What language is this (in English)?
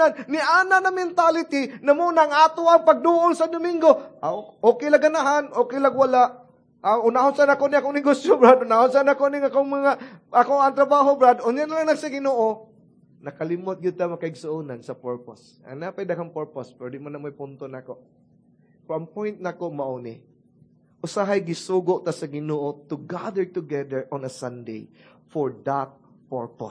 Cebuano